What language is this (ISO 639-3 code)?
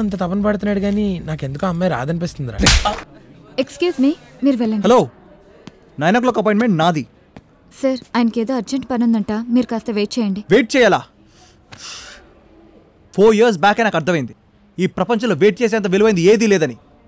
tel